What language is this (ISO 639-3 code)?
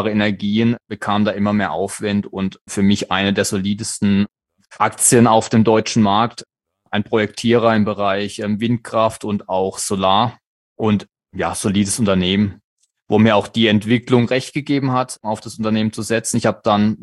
deu